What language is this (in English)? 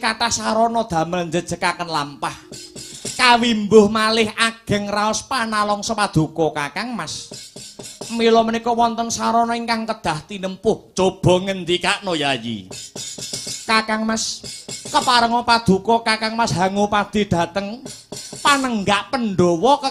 Javanese